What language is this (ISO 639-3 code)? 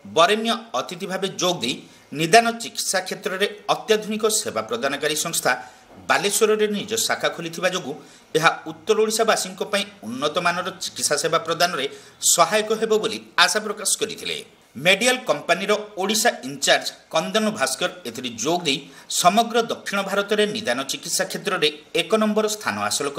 ori